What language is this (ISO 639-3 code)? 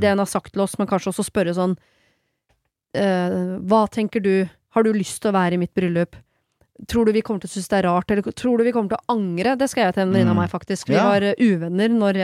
nor